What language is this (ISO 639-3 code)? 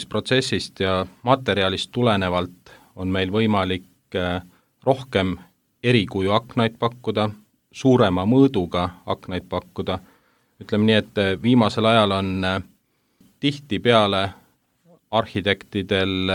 est